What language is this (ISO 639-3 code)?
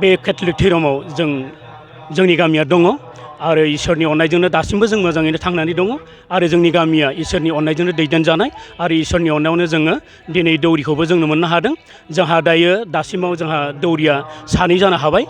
brx